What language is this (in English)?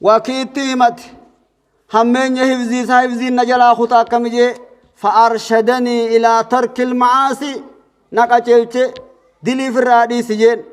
Oromo